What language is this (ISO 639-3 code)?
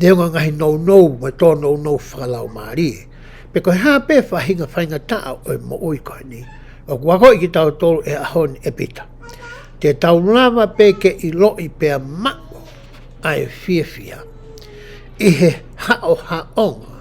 ton